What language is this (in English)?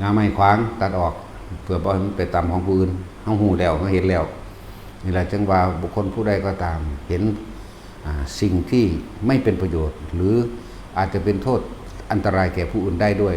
Northeastern Thai